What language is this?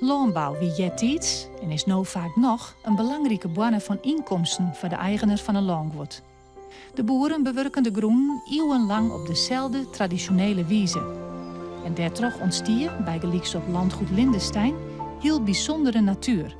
Western Frisian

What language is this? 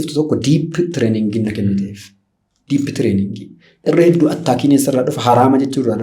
Oromo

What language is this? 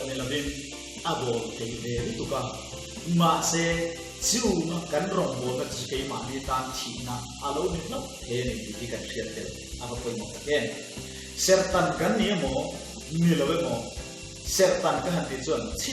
Mizo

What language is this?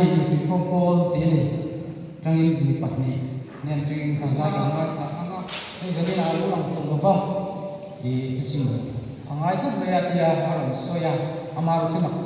Mizo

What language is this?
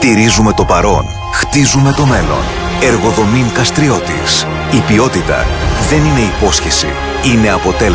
Greek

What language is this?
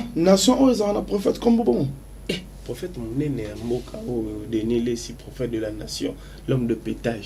Lingala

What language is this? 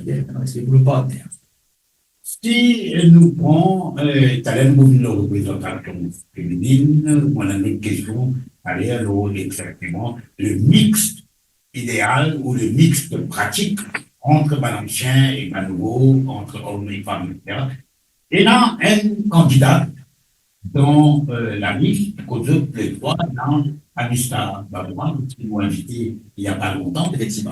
Morisyen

